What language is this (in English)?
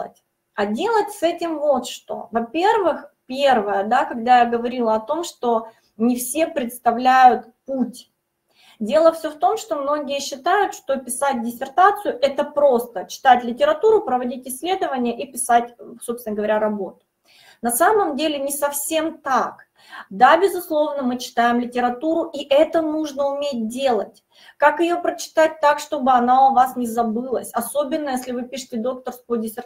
Russian